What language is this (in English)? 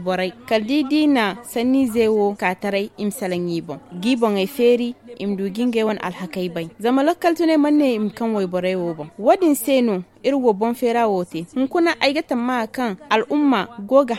Zarma